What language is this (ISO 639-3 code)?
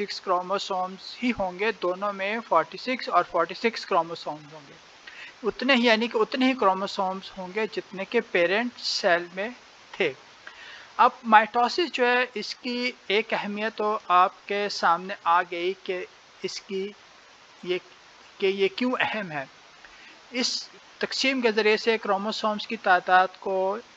urd